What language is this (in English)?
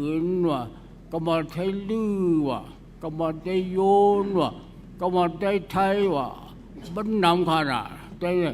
Shan